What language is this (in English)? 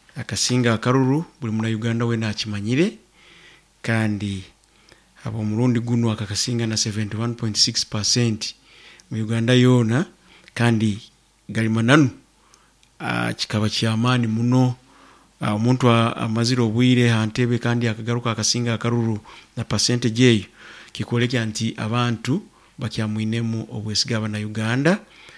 Nyoro